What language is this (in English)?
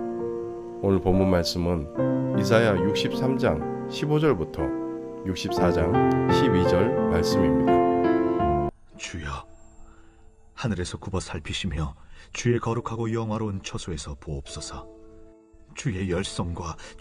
Korean